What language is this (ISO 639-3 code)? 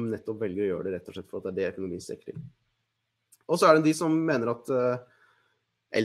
nor